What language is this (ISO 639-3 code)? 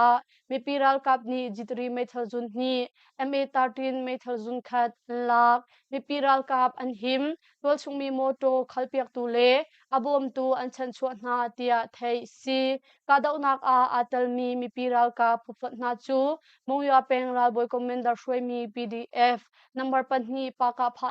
cnh